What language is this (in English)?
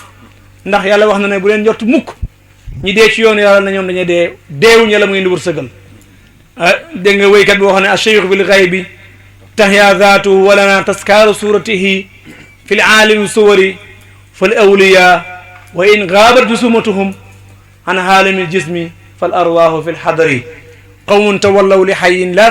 Wolof